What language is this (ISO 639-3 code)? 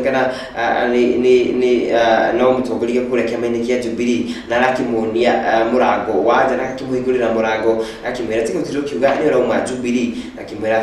kik